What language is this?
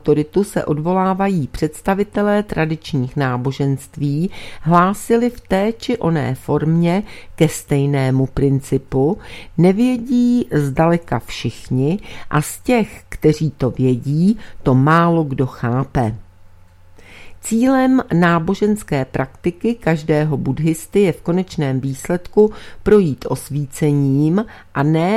Czech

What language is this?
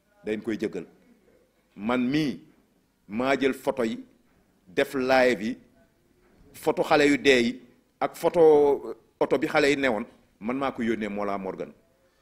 Wolof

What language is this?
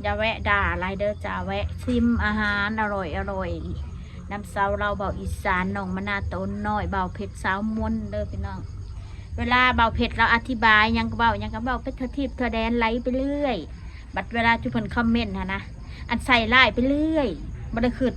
Northeastern Thai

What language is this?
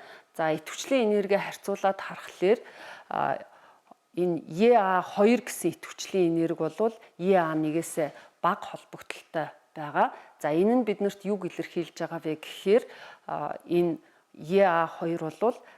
Mongolian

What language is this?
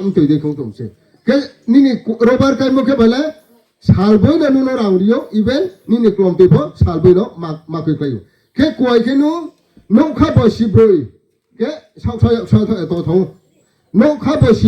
Riang (India)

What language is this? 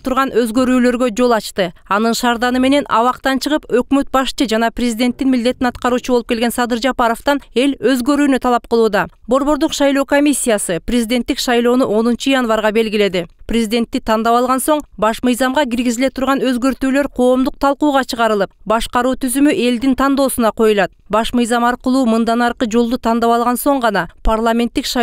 Kyrgyz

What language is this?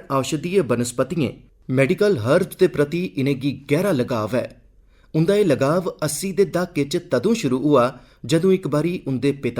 Dogri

